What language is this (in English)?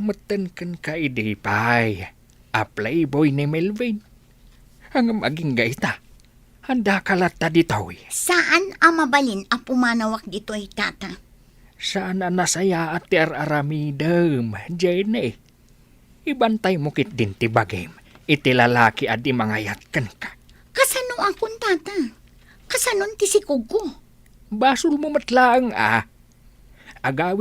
Iloko